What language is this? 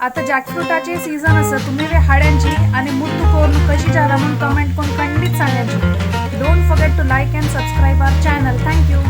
Konkani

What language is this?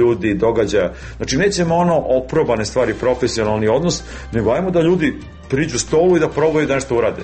Serbian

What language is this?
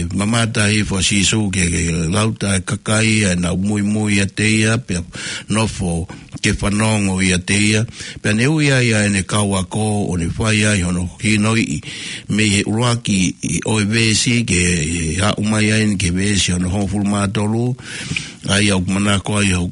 Tongan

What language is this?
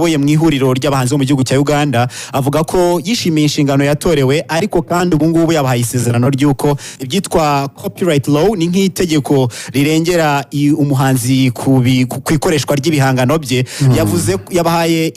Kinyarwanda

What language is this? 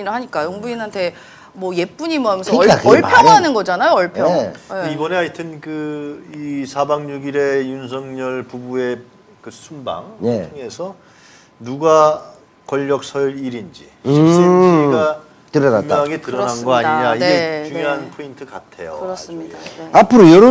Korean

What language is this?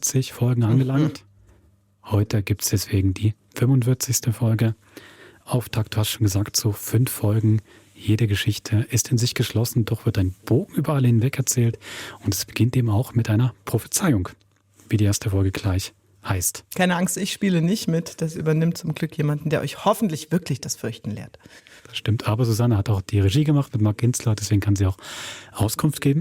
Swiss German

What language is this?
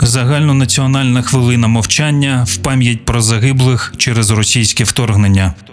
Ukrainian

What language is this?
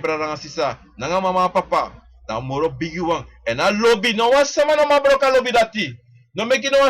Sranan Tongo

